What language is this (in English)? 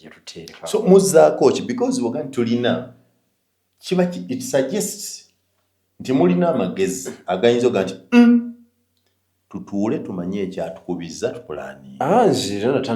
Ganda